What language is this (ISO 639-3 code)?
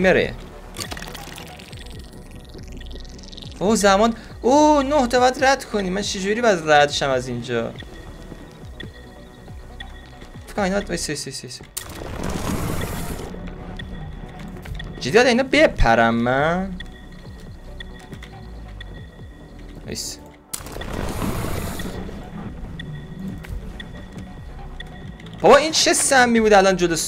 fas